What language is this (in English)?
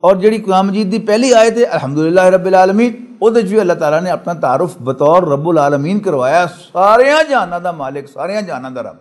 Western Panjabi